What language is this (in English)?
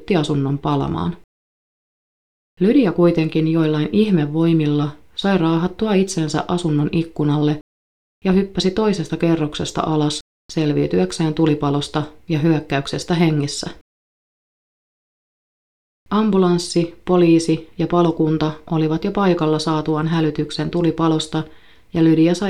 Finnish